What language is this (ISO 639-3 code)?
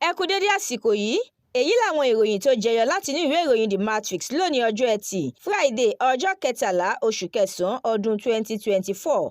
yor